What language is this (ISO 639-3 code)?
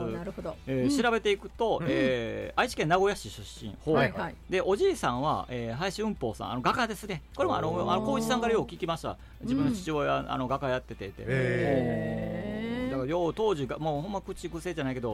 jpn